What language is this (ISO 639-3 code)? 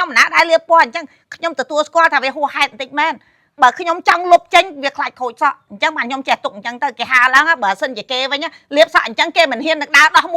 khm